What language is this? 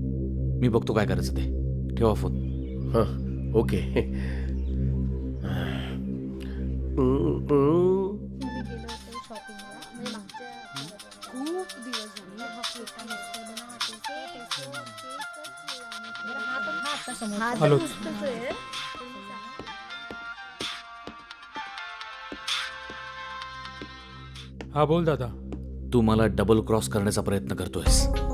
Marathi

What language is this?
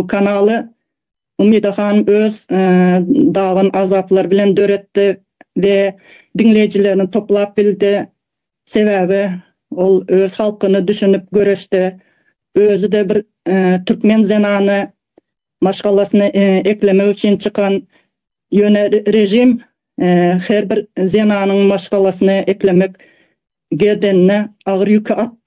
Turkmen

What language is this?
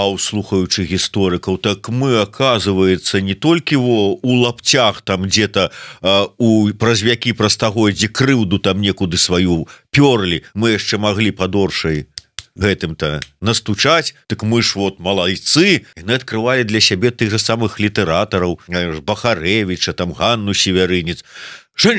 Belarusian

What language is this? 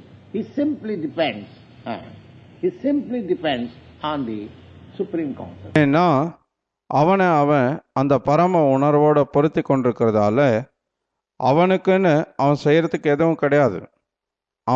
Tamil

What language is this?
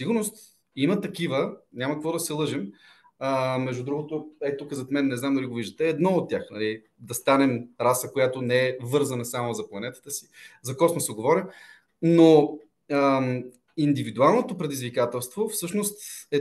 Bulgarian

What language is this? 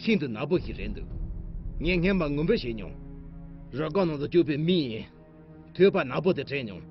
Tibetan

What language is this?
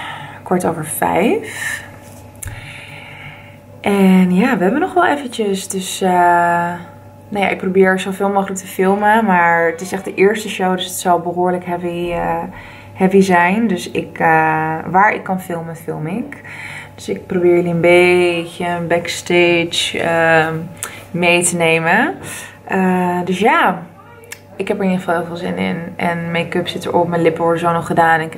Dutch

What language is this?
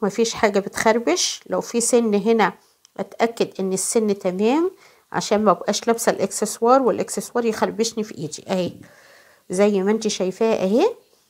Egyptian Arabic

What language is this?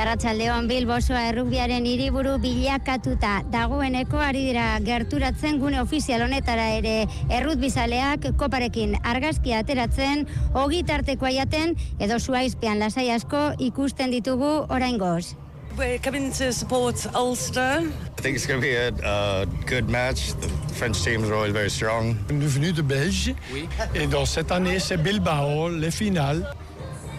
Basque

